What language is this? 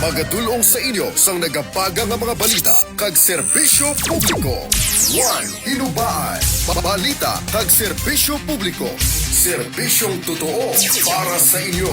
Hiligaynon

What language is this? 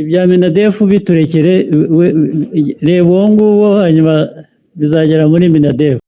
Kinyarwanda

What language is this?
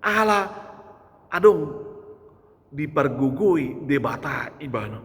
Batak Toba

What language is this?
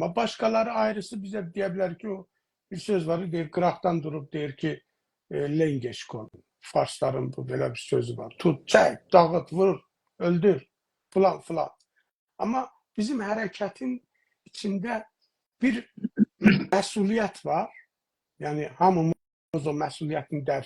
South Azerbaijani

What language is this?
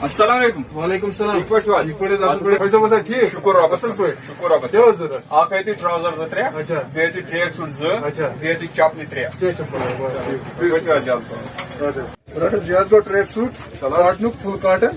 Kashmiri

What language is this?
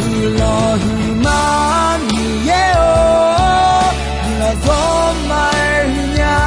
Akha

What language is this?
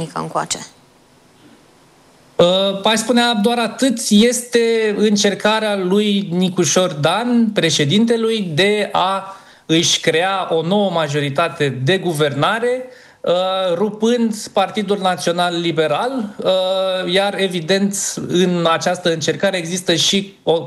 Romanian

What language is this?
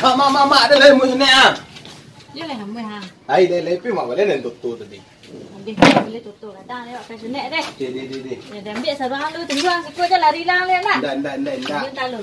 Minangkabau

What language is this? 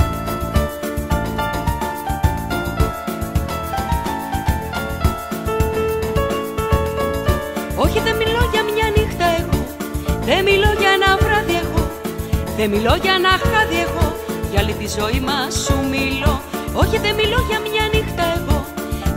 Greek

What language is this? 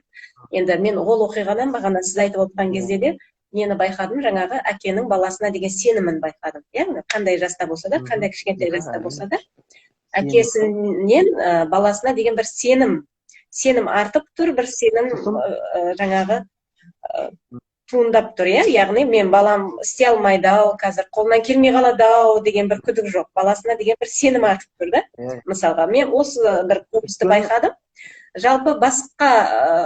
Kazakh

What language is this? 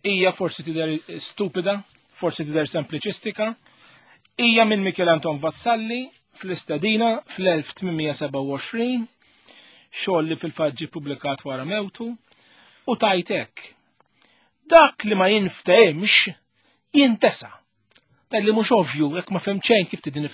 Maltese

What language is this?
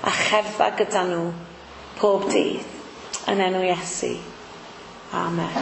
Welsh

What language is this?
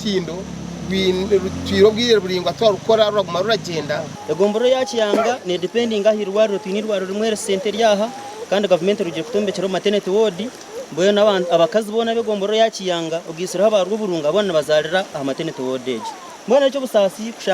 Nyankole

